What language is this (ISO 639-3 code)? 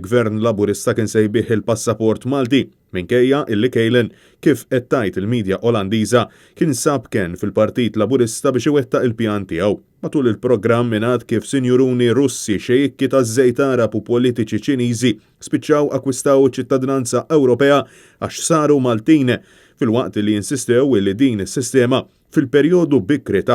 mlt